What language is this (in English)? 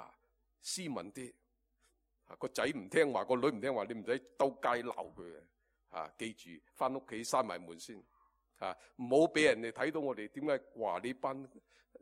Cantonese